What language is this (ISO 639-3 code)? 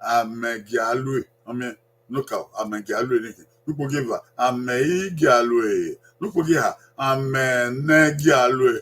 bin